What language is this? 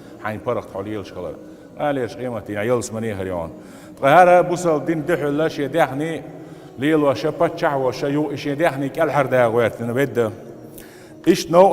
Chechen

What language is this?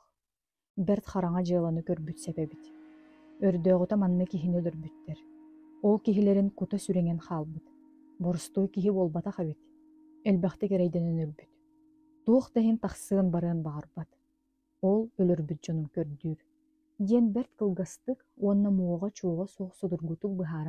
Yakut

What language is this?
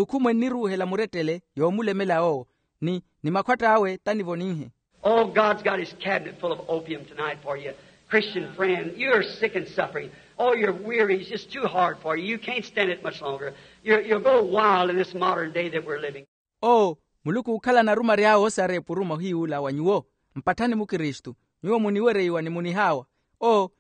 Makhuwa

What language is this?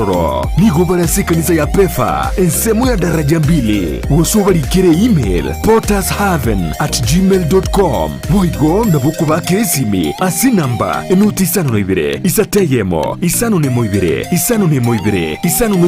Gusii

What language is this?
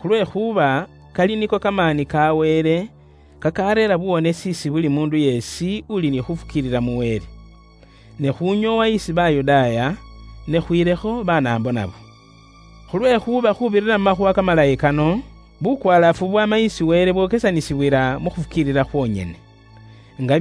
Luyia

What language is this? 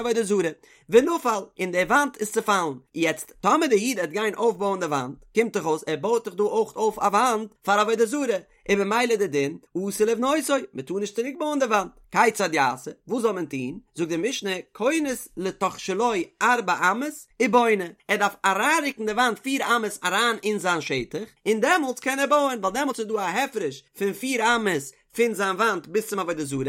Yiddish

